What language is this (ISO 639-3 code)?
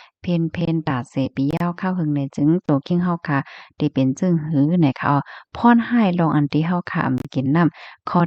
shn